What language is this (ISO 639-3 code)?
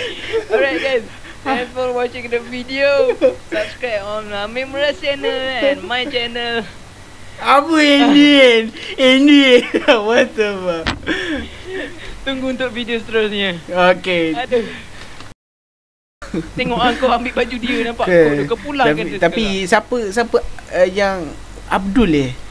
msa